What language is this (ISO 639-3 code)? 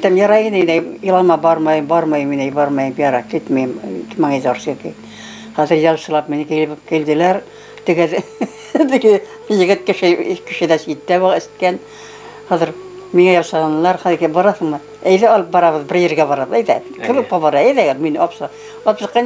bak